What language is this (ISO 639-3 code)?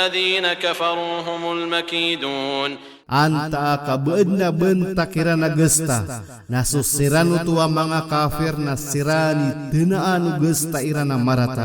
mrw